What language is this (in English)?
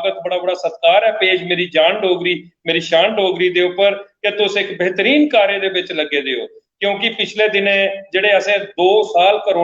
Dogri